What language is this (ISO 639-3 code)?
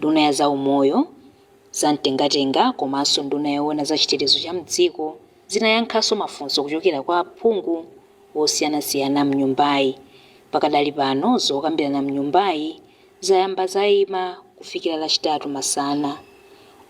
nya